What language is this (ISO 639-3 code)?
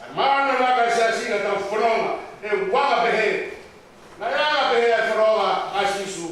ton